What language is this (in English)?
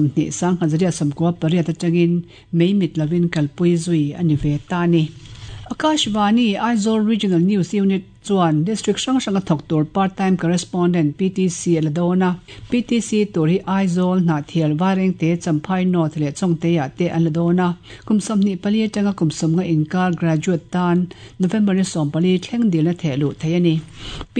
Mizo